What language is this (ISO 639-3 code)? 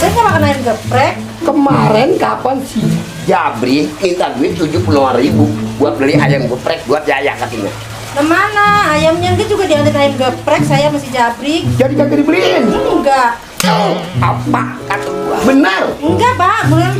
bew